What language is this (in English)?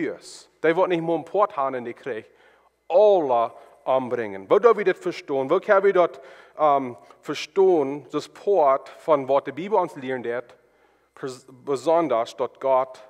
Plautdietsch